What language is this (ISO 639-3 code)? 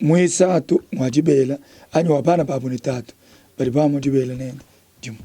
lua